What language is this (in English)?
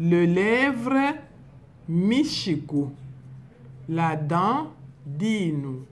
Luba-Lulua